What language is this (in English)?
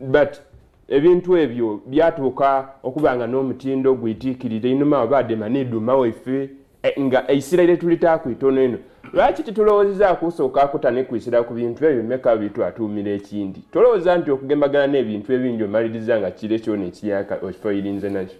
Soga